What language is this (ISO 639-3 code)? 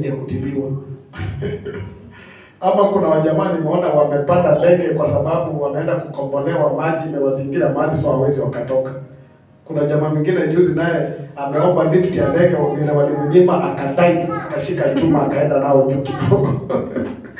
swa